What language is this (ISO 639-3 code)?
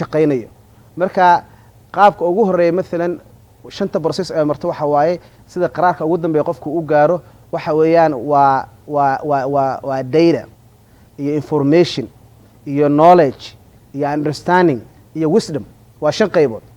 som